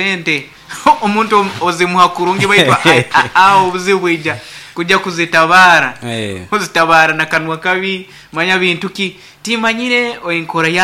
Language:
Nyankole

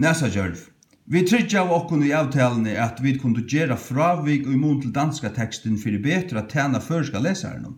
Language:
Faroese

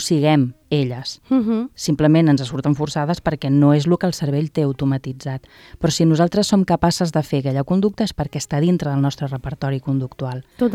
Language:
Catalan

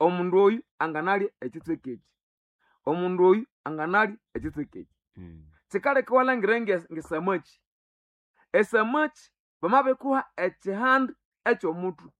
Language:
Nande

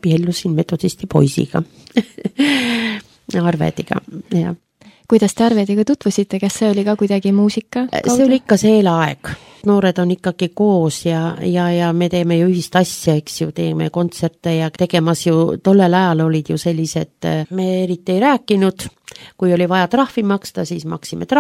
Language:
Estonian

